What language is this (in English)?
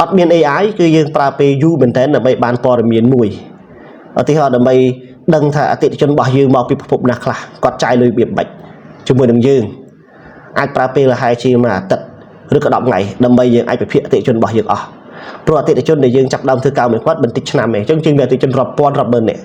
Khmer